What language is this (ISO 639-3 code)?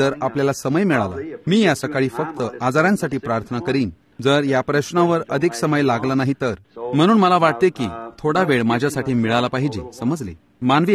mar